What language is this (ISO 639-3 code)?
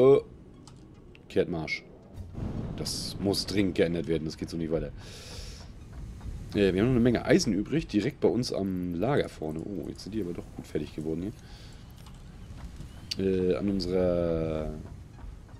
deu